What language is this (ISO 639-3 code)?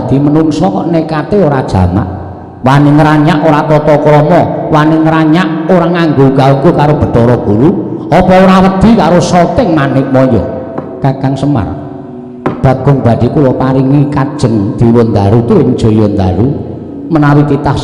jav